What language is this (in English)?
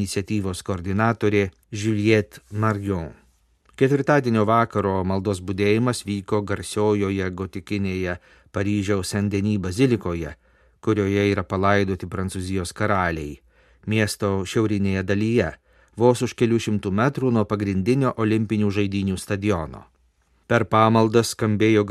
Lithuanian